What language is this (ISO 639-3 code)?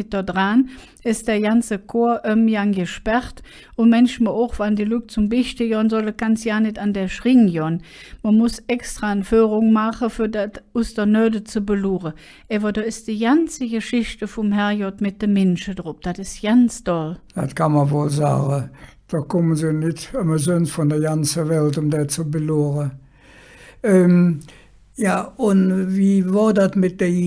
ksh